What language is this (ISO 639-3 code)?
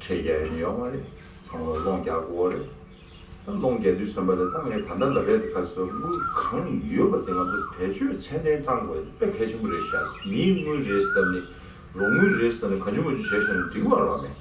bod